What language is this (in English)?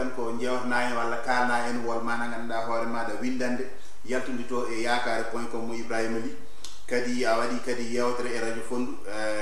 Fula